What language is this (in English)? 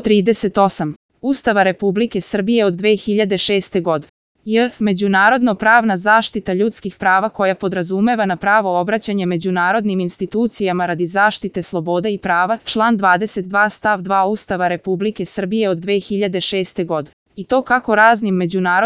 Serbian